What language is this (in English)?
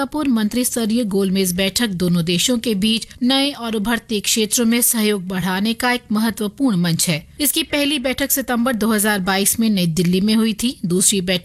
Hindi